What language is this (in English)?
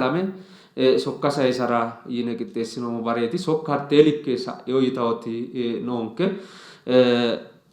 Sidamo